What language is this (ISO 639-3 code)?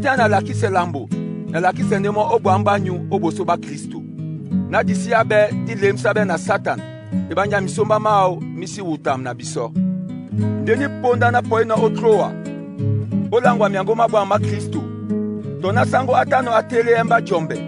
dua